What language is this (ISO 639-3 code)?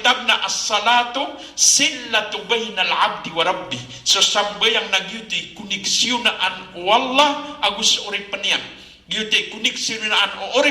mrw